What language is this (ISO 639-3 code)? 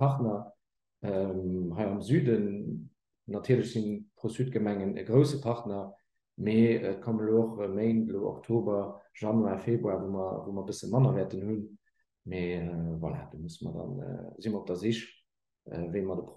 ltz